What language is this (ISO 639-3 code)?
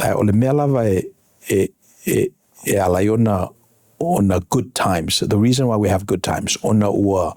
smo